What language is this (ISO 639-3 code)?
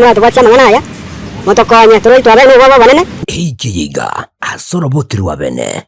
guz